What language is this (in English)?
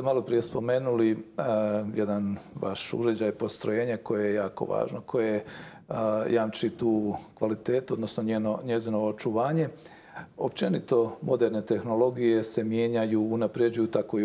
Bosnian